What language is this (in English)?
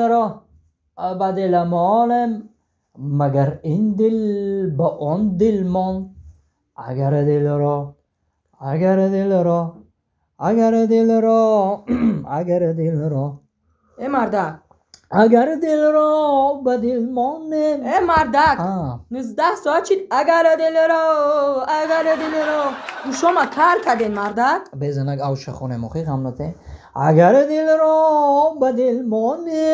Tajik